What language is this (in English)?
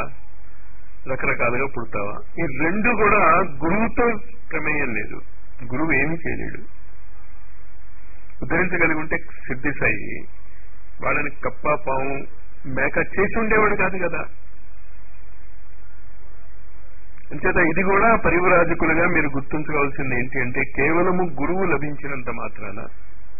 Telugu